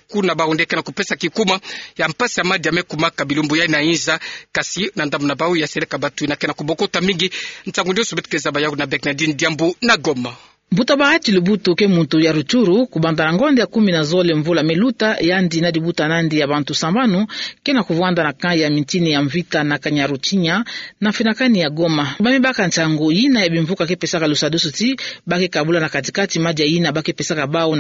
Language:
Kituba (Democratic Republic of Congo)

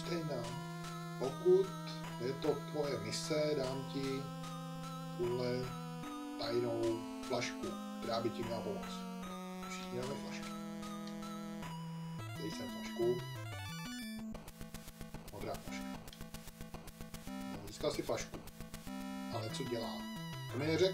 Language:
Czech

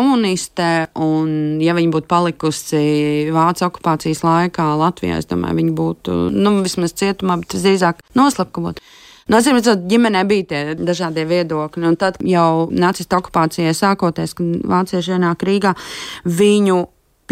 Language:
Latvian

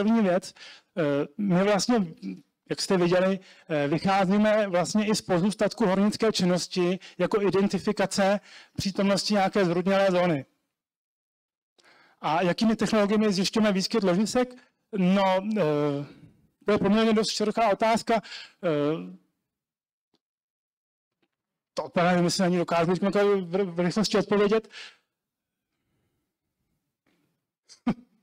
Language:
Czech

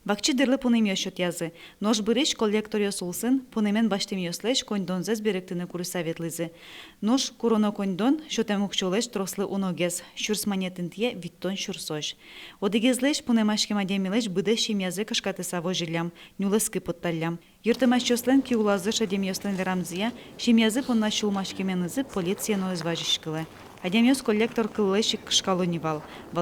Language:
Udmurt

